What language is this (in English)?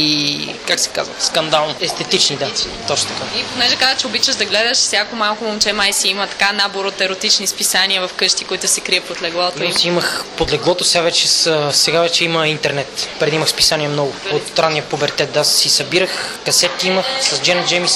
Bulgarian